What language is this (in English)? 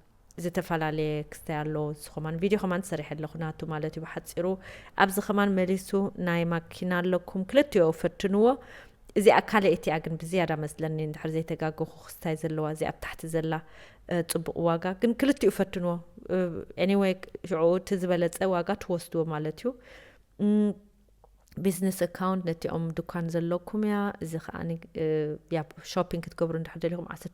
Tigrinya